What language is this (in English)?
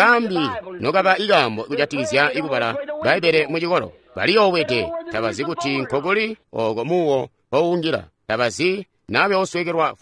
Tonga (Zambia)